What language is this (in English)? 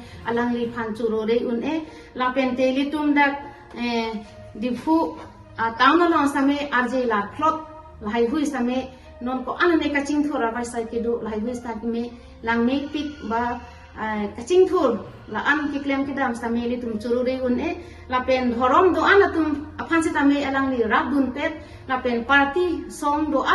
Karbi